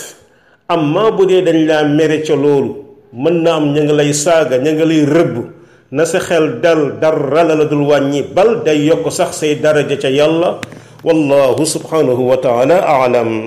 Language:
Wolof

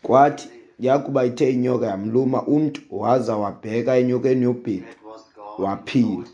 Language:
Xhosa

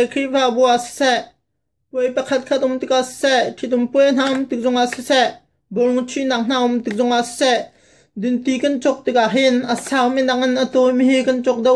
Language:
Hakha Chin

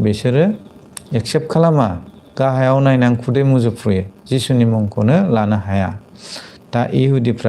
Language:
Bodo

